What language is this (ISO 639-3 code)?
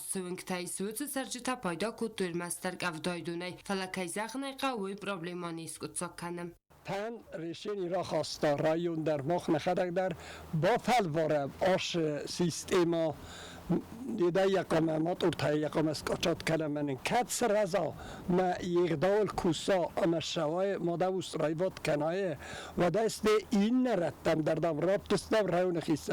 oss